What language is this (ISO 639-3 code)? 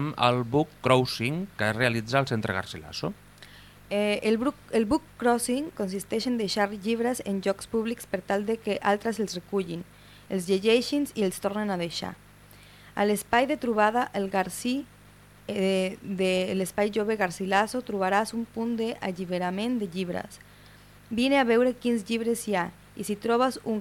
cat